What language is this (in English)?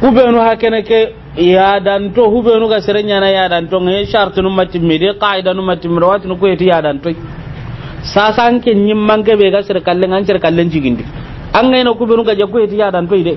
Soninke